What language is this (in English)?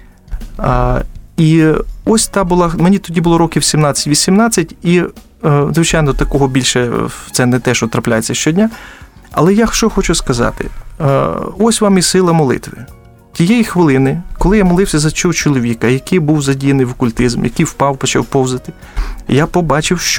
Ukrainian